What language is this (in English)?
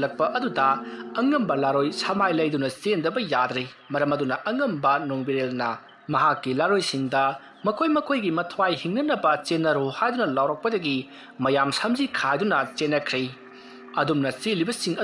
Manipuri